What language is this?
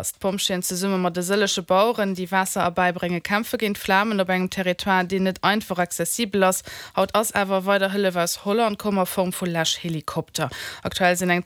Luxembourgish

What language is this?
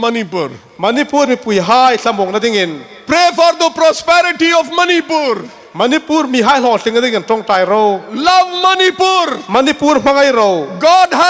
Hmar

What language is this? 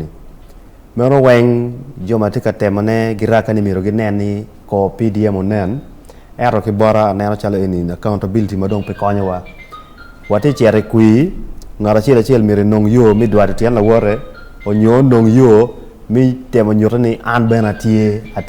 Acoli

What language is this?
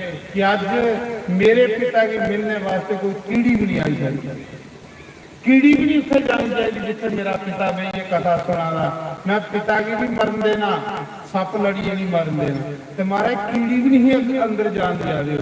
Dogri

